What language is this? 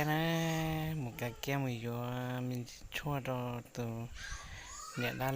Hmong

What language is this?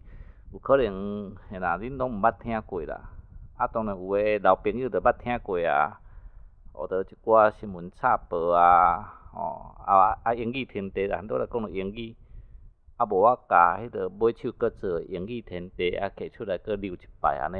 Min Nan Chinese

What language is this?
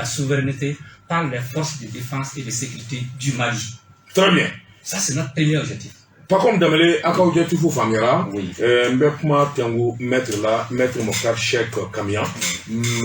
Bambara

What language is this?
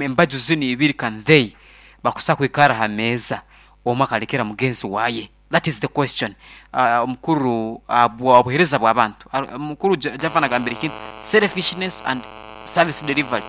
Nyankole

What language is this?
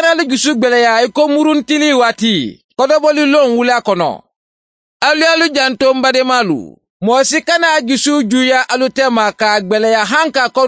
Mandingo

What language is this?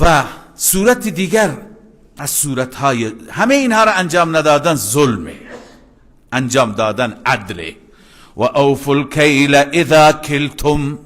Persian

